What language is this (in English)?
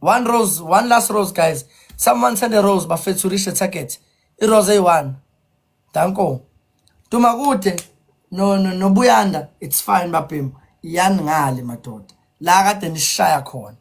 Zulu